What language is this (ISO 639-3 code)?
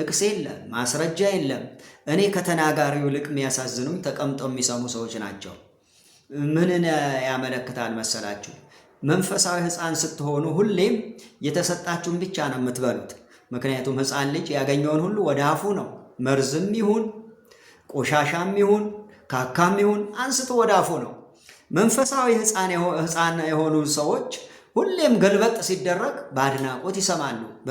amh